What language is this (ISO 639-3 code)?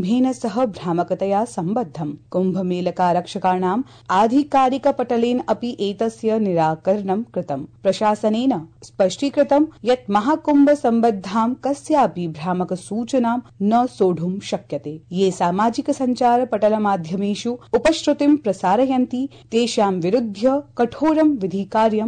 san